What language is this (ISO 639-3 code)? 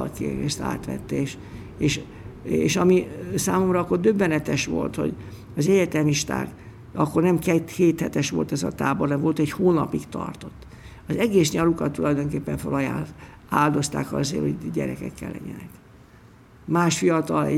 hun